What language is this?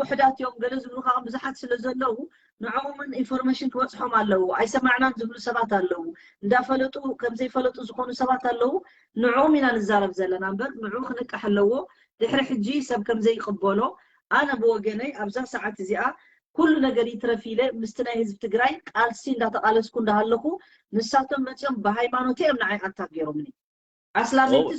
Tigrinya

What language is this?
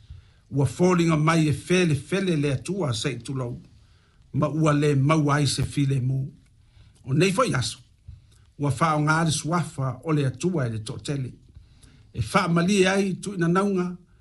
Samoan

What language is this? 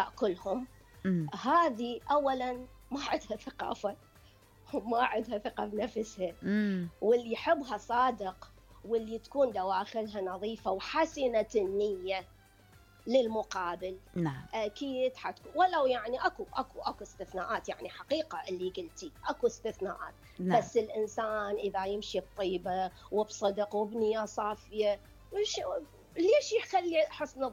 Mesopotamian Arabic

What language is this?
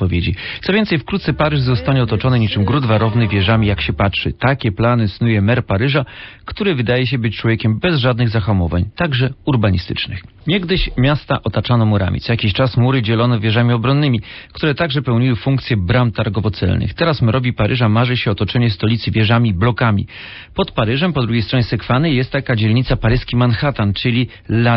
Polish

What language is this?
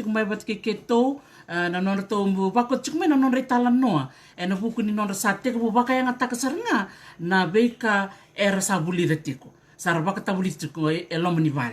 Fijian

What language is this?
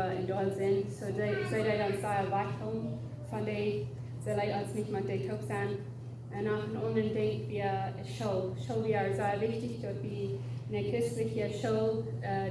Plautdietsch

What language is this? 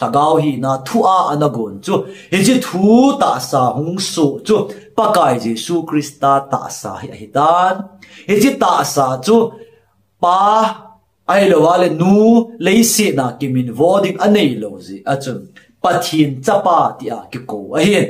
Thado Chin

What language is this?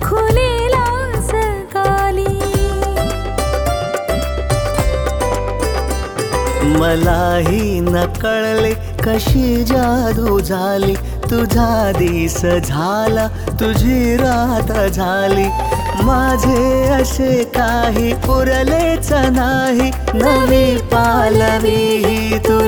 Marathi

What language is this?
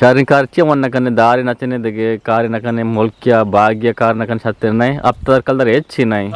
Eastern Balochi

